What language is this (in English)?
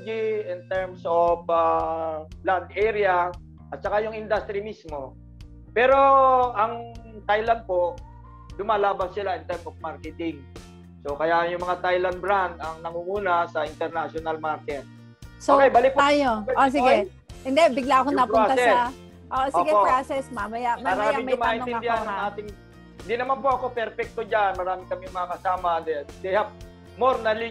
Filipino